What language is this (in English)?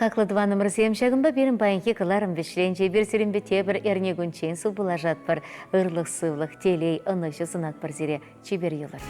Chuvash